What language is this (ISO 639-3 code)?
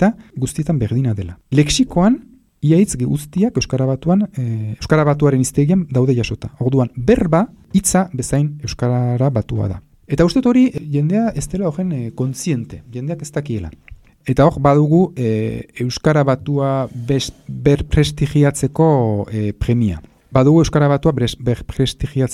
eus